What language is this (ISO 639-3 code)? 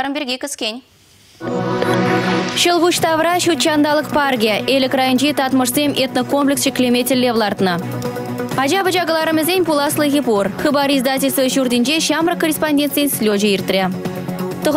chv